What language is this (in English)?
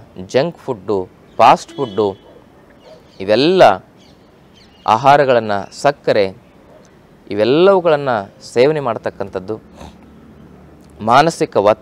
Kannada